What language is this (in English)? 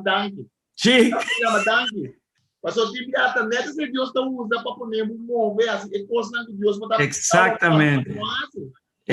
Papiamento